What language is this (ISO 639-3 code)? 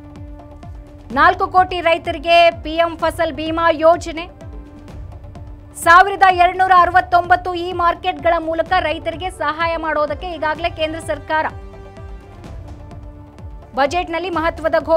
kan